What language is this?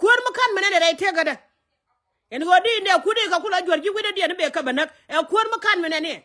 Nuer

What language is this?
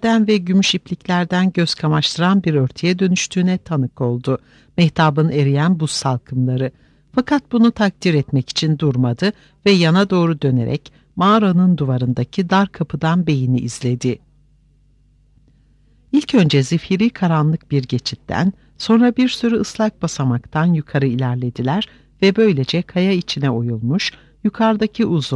Turkish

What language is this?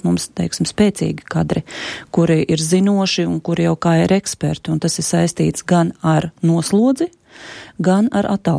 Latvian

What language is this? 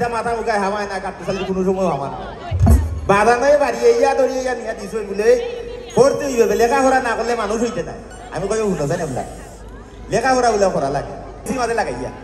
Sylheti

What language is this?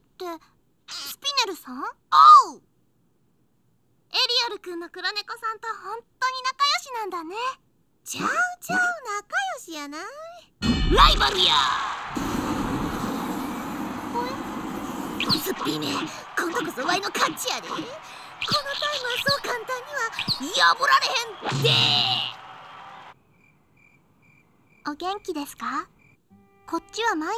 Japanese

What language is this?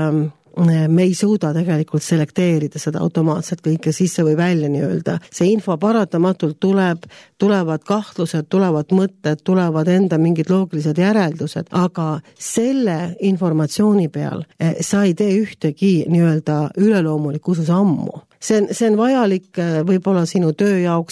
Estonian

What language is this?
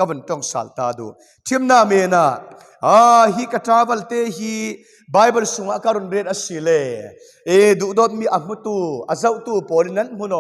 Falam Chin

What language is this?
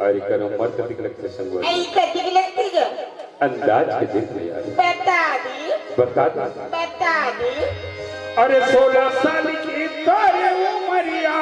Chhattisgarhi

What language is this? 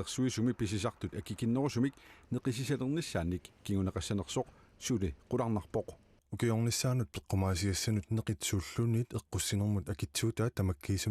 Kalaallisut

